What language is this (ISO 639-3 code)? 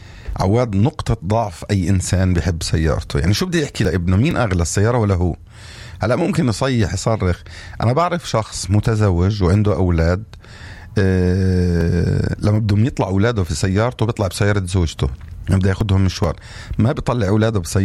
apc